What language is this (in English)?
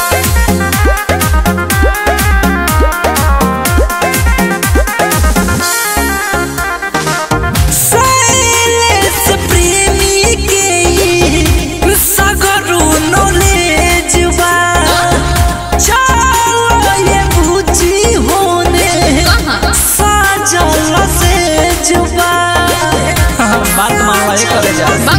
Bhojpuri